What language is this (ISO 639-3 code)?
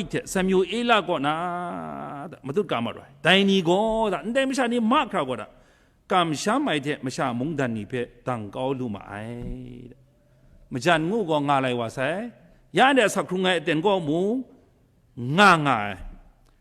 kac